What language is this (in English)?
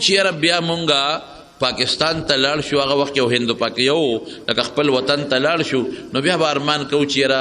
Pashto